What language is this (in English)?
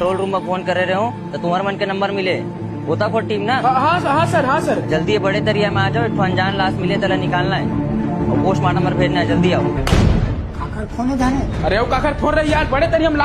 Chhattisgarhi